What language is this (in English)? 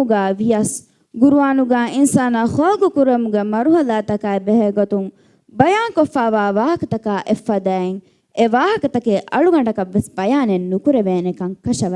Divehi